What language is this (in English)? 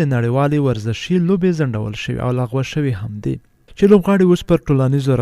Pashto